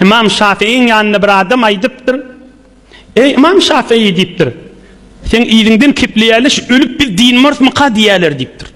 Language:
Turkmen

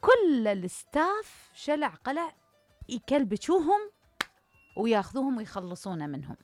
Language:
Mesopotamian Arabic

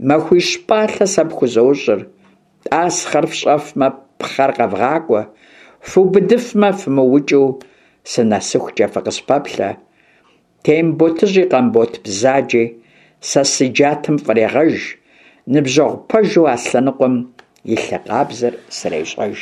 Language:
Kabardian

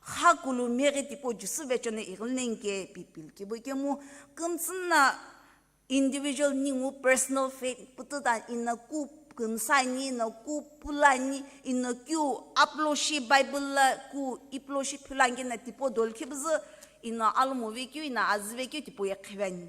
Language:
Sumi Naga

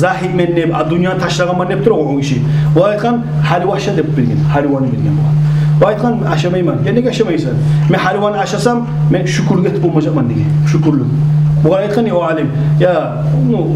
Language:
Kumyk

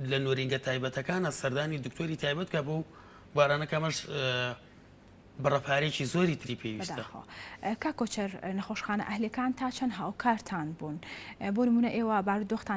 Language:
Central Kurdish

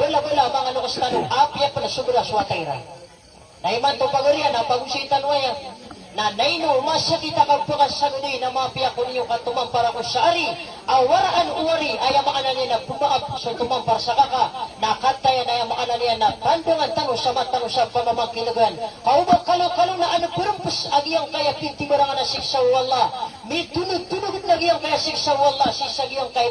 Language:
Maranao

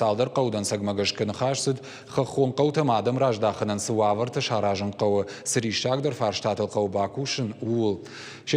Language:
Ossetic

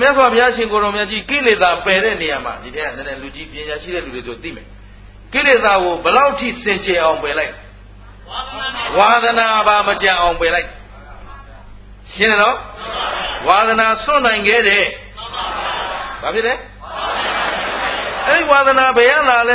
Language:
Burmese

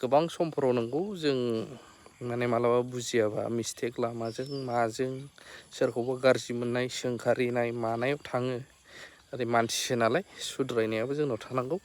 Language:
Bodo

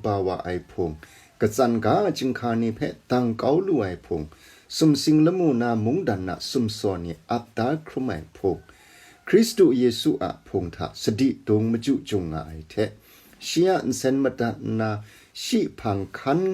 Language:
Kachin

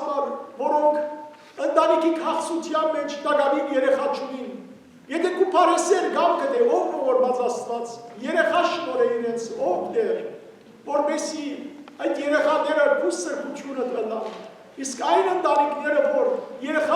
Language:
Western Armenian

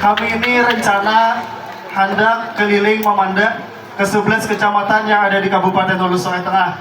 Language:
Banjar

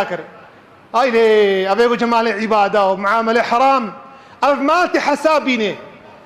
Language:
Kurdish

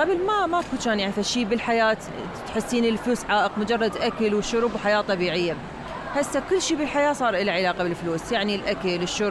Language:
Mesopotamian Arabic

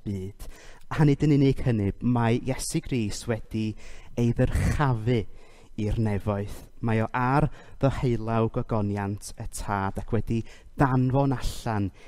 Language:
Welsh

